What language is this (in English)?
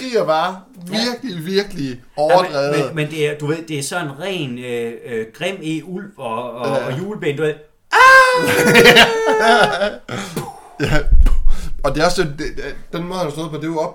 Danish